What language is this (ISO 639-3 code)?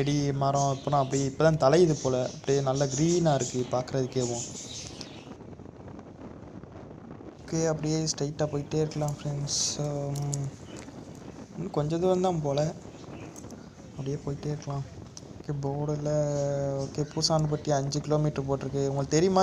tam